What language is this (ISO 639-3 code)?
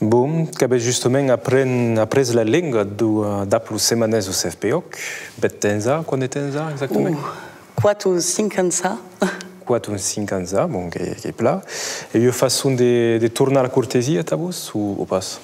oci